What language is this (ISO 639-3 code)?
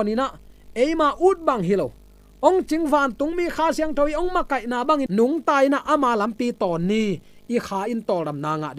ctd